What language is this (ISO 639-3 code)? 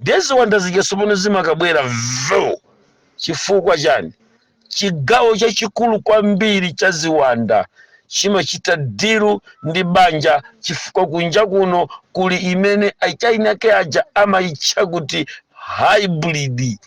nya